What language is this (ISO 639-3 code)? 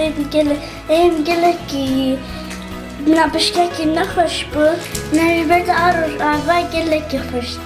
kur